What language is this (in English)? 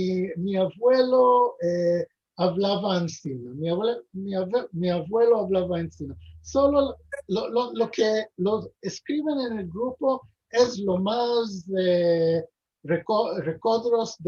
Ladino